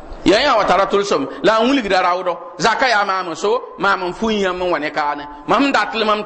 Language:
Mossi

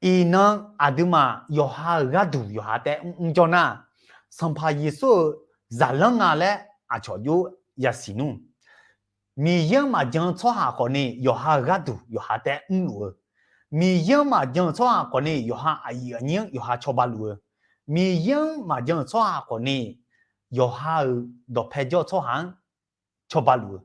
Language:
Akha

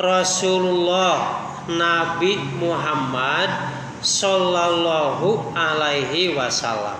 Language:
Sundanese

